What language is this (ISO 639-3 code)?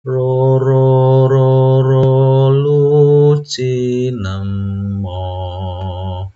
jav